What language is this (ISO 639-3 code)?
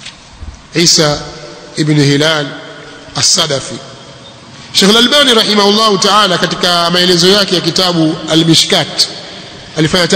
swa